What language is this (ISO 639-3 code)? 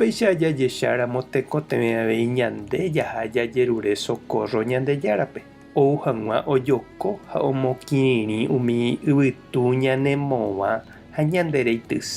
grn